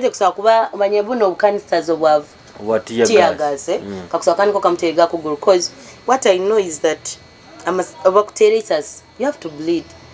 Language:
Nyoro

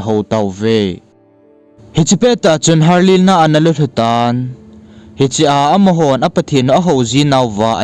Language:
Thado Chin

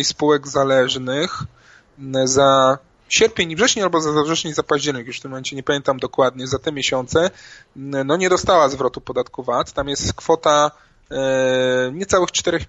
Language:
Polish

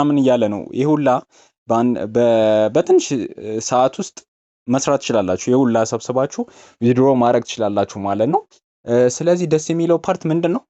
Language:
Amharic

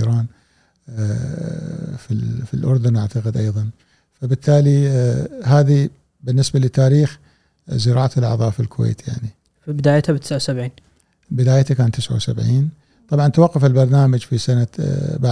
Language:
Gulf Arabic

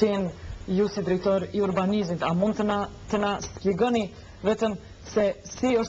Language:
Albanian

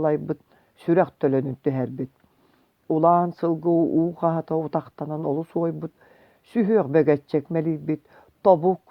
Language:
Yakut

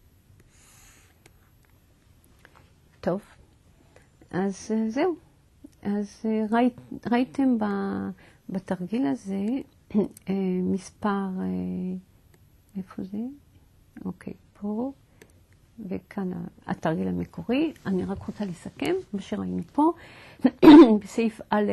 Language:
Hebrew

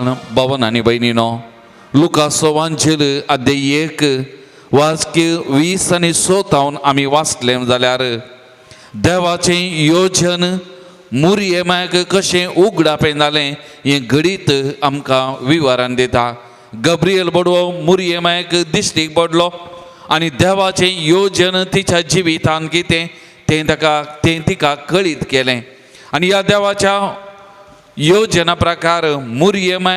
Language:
Konkani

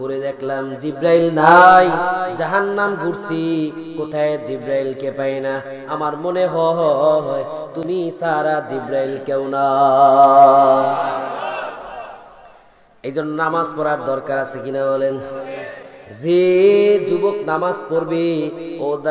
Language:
Bangla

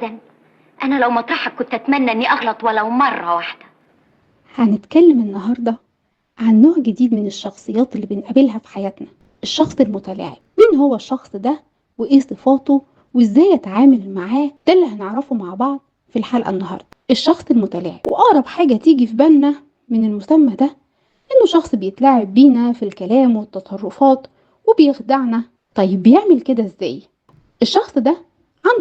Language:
Egyptian Arabic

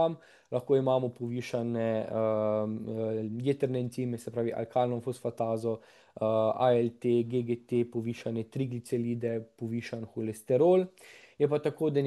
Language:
Slovenian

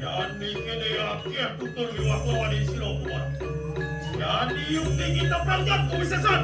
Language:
Balinese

